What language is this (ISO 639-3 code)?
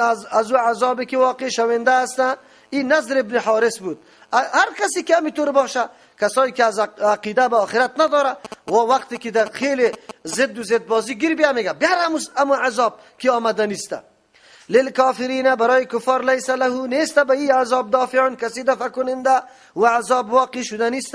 fas